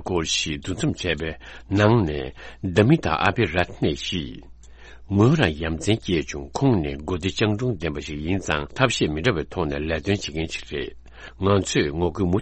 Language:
Tibetan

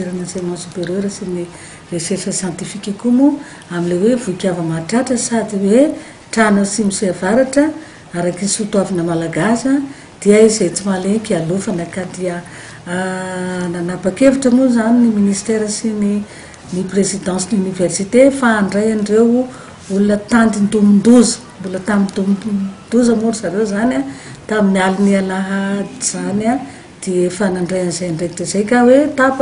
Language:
Malagasy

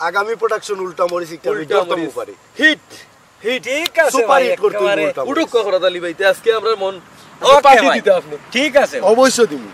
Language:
Sylheti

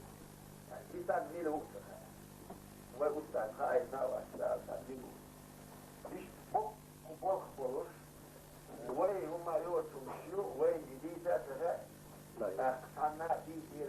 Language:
Chechen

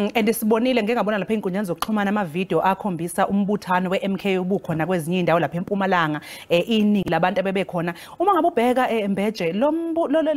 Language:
Zulu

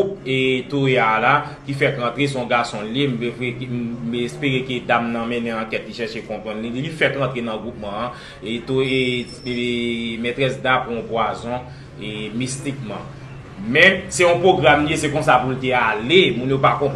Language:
Haitian Creole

